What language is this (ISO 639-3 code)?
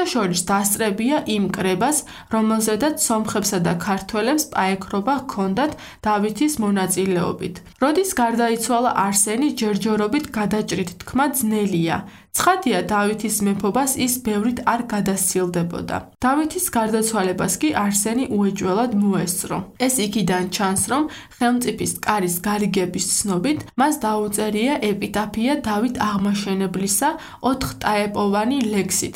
kat